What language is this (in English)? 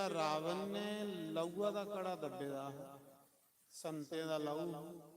Dogri